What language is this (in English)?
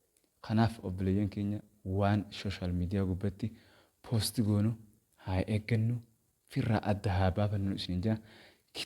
Oromo